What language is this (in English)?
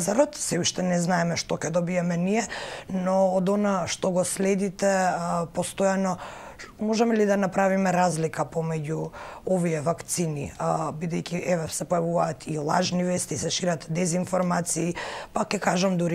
Macedonian